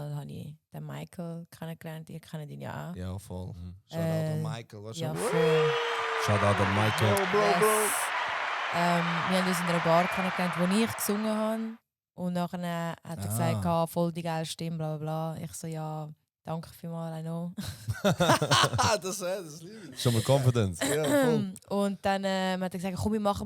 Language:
Swiss German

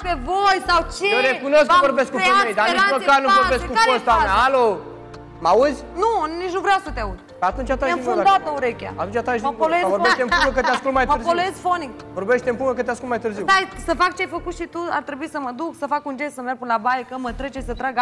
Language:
Romanian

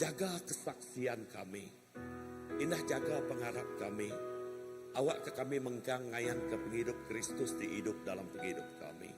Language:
Iban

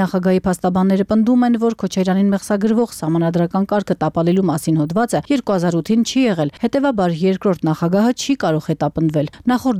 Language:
Armenian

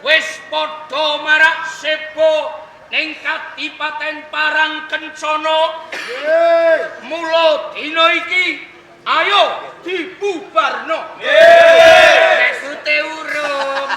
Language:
Javanese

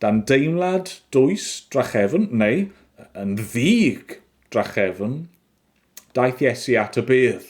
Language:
Welsh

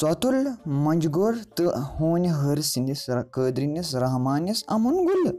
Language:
Kashmiri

